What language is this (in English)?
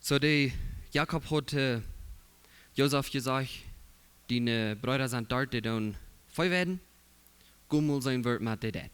Plautdietsch